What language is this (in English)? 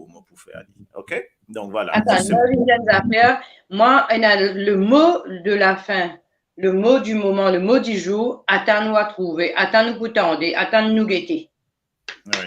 Morisyen